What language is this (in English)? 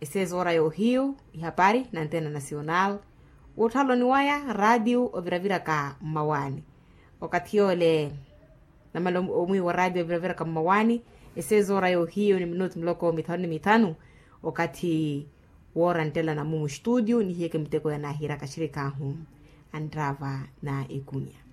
Makhuwa